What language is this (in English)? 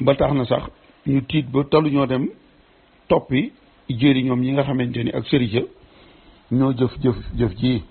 Wolof